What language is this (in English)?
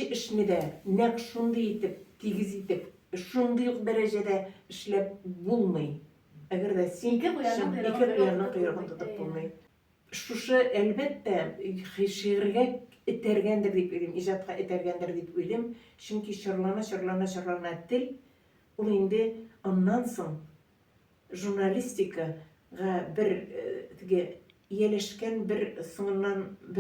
Tatar